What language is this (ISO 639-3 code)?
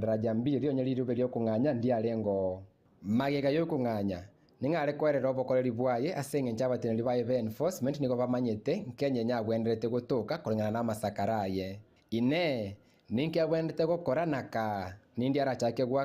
guz